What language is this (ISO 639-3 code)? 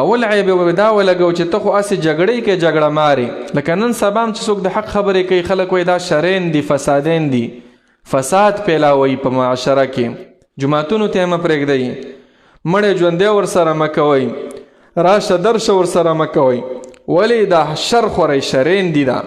pus